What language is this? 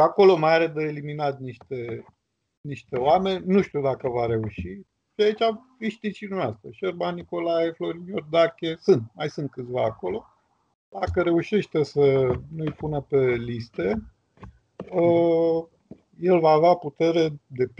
Romanian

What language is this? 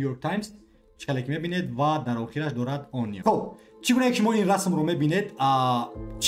Tajik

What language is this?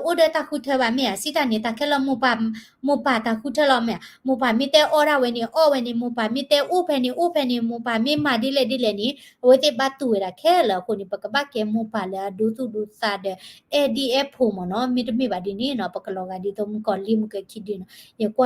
S'gaw Karen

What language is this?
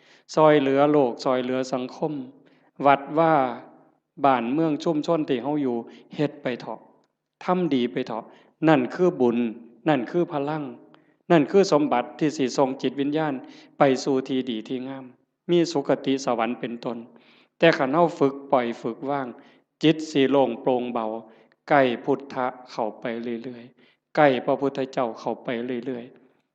Northeastern Thai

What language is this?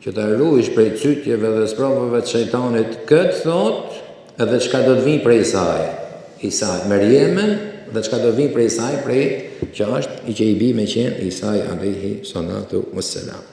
Albanian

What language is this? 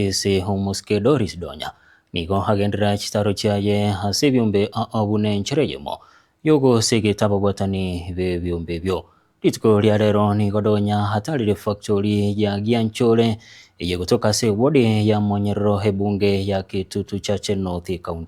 Gusii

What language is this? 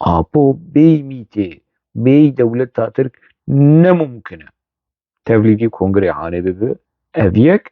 Kurdish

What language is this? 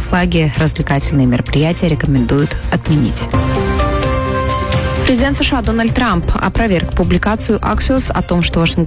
Russian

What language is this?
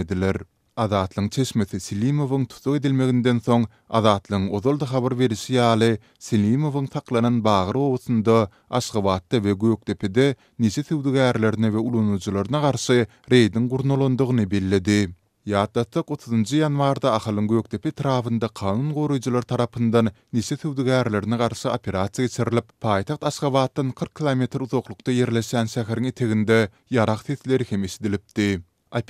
Turkmen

